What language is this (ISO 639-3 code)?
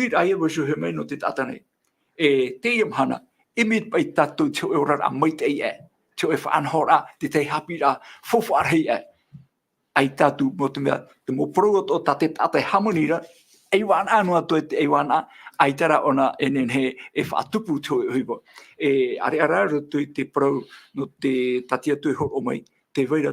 tah